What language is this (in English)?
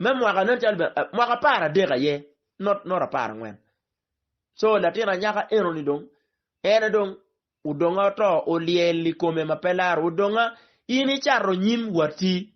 Acoli